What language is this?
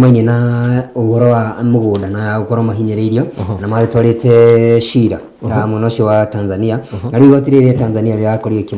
Kikuyu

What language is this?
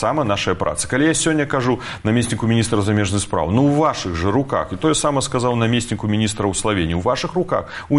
Belarusian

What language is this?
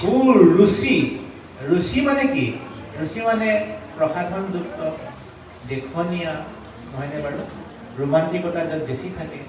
Assamese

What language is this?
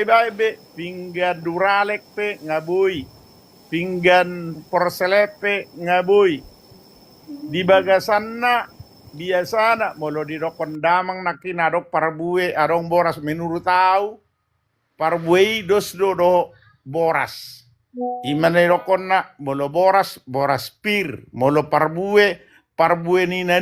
Batak Toba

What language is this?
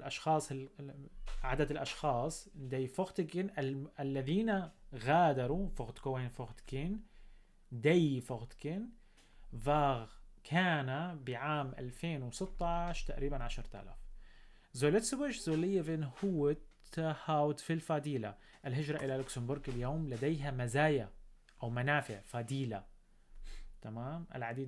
North Levantine Arabic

